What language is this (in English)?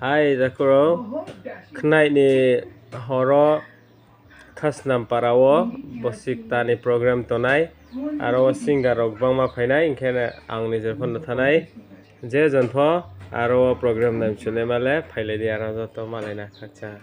Riang (India)